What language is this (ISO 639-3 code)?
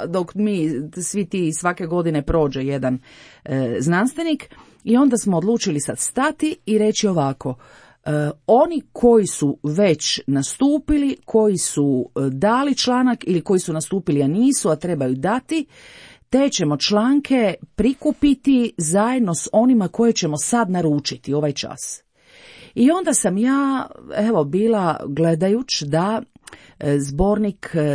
hrv